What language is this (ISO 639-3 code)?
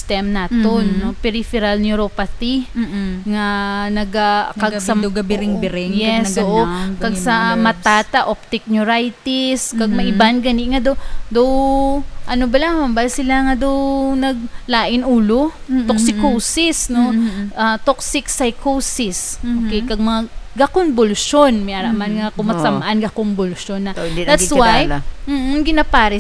hil